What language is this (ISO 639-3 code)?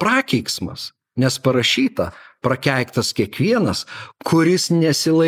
lit